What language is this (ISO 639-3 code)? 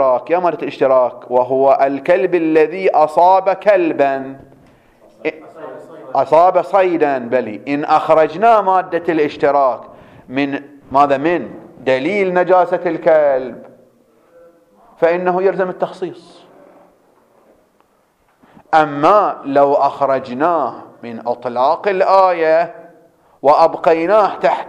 ara